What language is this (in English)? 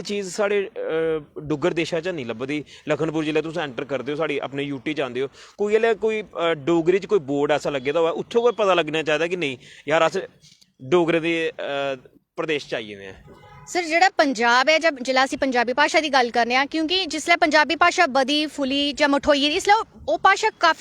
Dogri